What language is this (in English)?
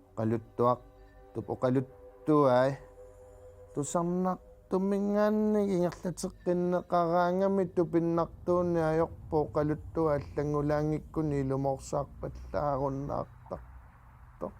Kalaallisut